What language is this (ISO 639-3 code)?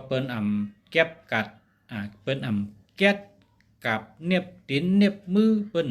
shn